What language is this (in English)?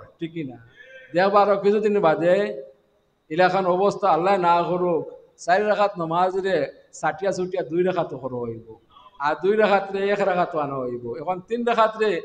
Sylheti